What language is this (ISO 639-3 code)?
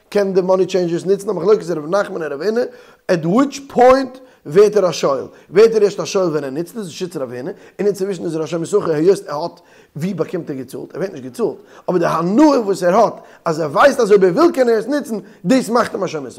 yid